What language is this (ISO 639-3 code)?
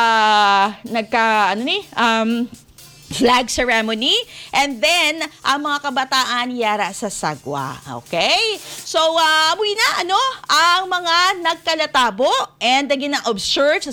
hil